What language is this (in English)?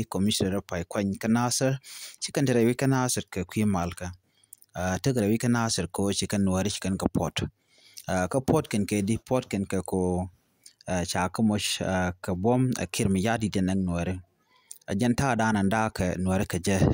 Nuer